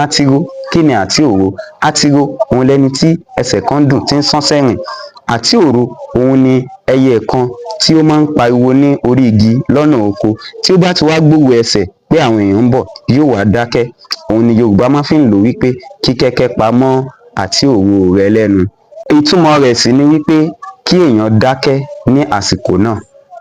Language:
Yoruba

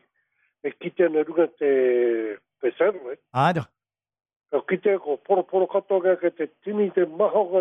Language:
Māori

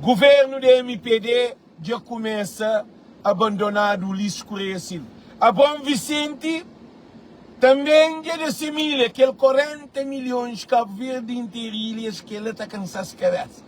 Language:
Kabuverdianu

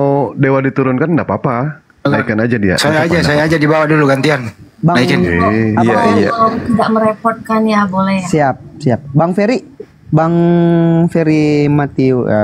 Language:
Indonesian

